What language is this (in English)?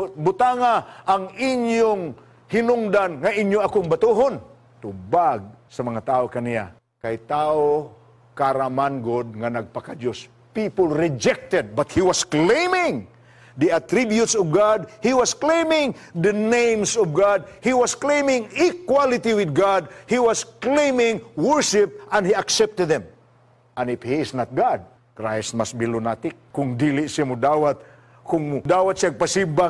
Cebuano